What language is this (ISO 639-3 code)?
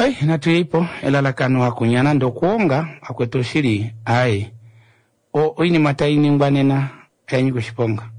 kua